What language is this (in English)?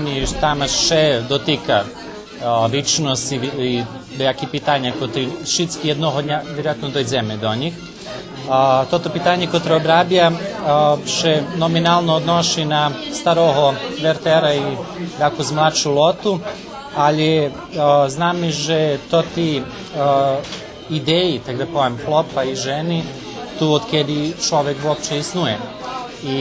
Rusyn